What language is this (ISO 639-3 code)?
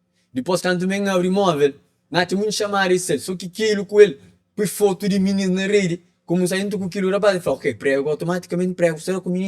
kea